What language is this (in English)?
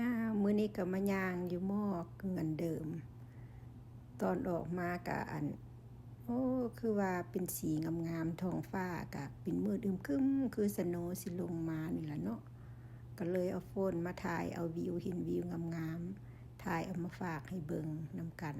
Lao